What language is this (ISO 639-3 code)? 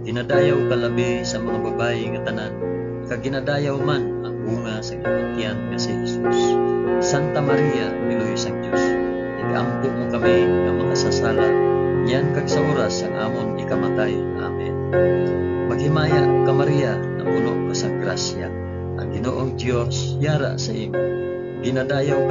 hil